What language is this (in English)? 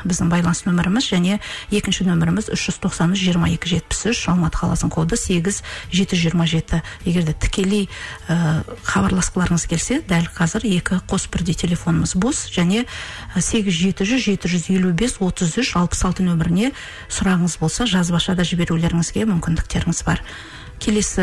Kazakh